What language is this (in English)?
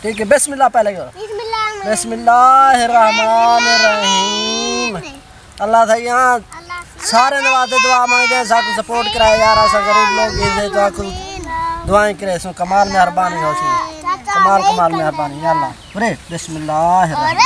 Saraiki